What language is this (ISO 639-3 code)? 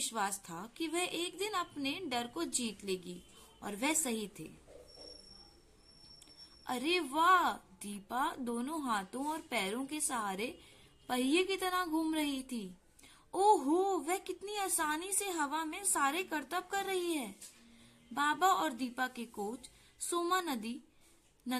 hin